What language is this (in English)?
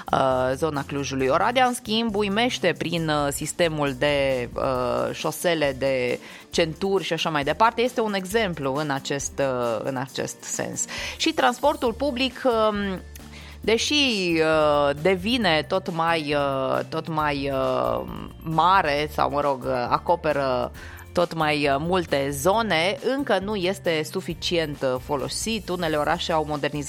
Romanian